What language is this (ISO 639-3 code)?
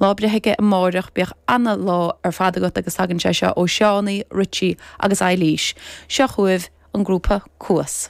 gle